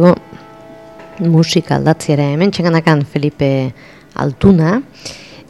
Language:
Basque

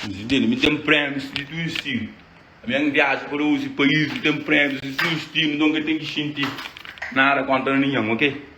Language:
Kabuverdianu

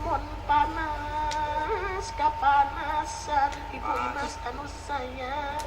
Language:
Sundanese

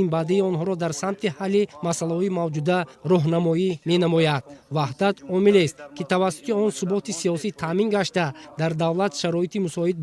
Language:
Tajik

